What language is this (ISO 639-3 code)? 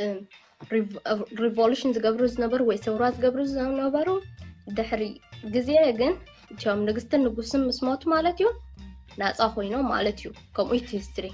tir